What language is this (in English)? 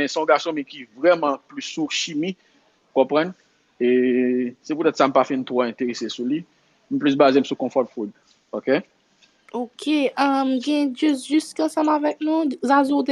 Haitian Creole